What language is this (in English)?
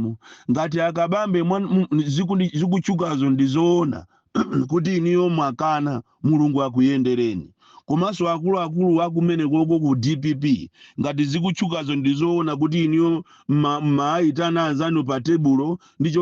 Nyanja